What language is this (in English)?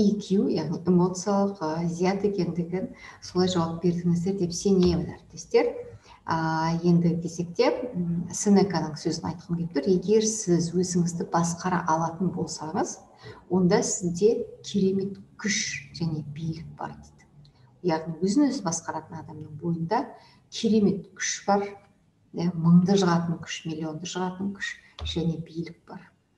Kazakh